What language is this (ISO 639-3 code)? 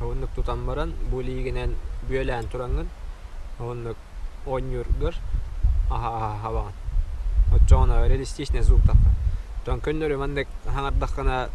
sah